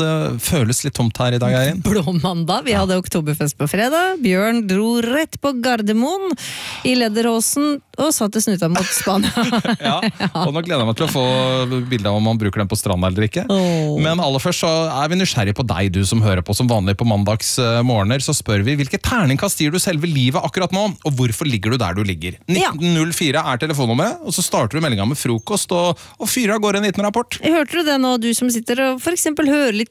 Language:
Norwegian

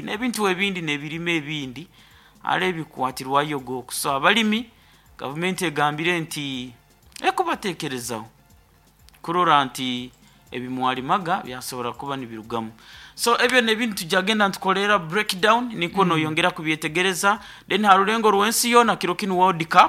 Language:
Nyankole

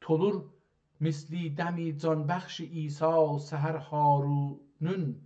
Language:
South Azerbaijani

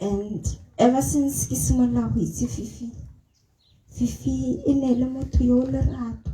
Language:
Tswana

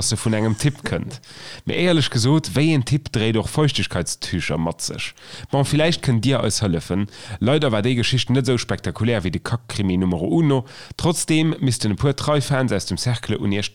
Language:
Luxembourgish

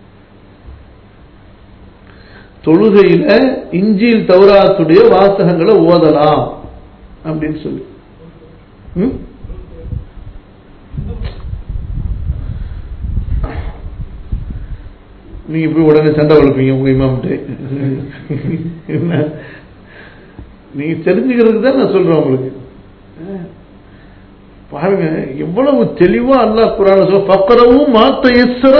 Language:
Tamil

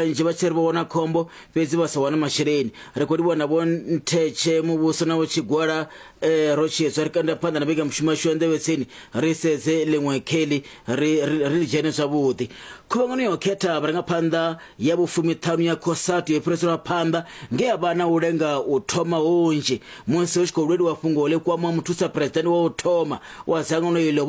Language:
Venda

